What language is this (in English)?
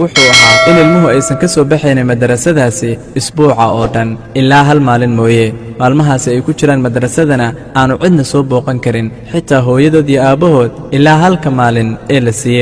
Somali